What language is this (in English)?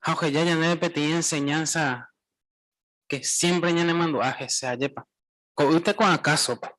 Guarani